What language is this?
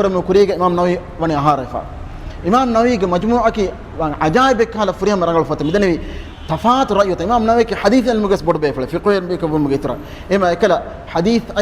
Divehi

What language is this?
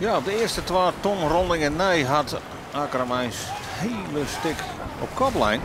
Western Frisian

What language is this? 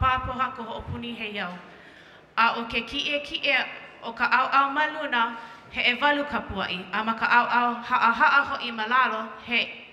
Hawaiian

